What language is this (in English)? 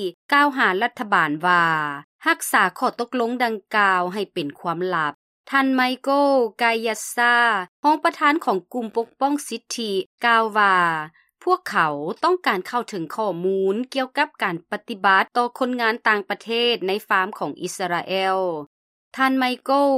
Lao